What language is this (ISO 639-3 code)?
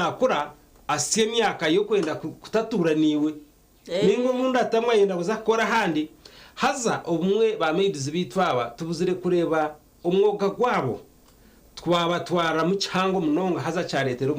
nyn